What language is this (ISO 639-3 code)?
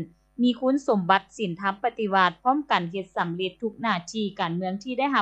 lao